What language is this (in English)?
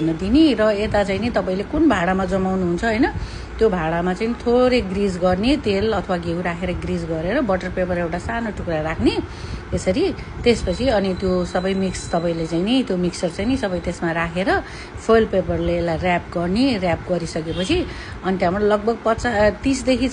Nepali